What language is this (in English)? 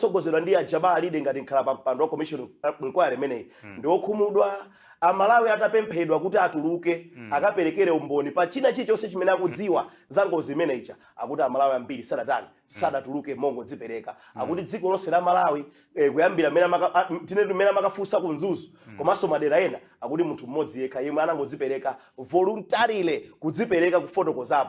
Nyanja